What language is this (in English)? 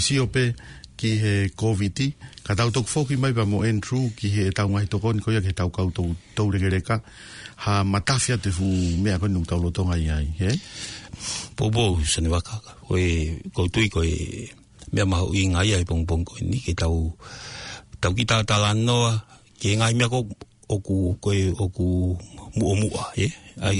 Tongan